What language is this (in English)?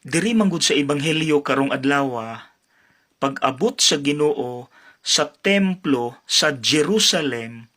Cebuano